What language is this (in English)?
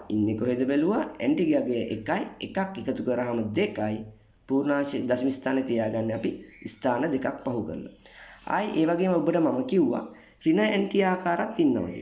Sinhala